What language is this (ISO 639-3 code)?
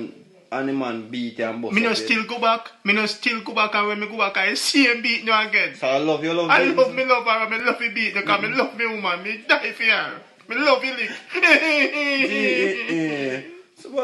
jam